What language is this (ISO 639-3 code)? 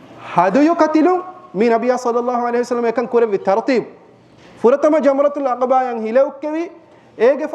div